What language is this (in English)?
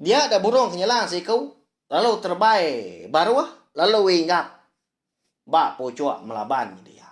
Iban